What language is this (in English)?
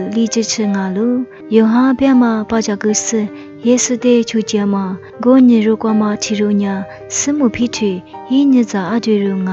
Lisu